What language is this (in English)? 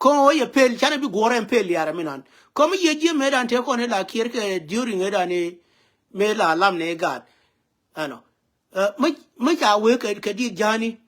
Nuer